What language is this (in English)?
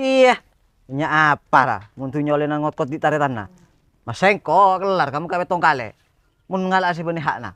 Madurese